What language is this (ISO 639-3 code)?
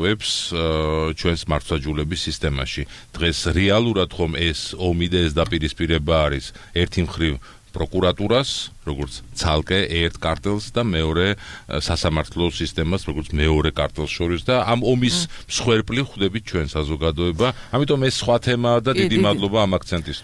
kat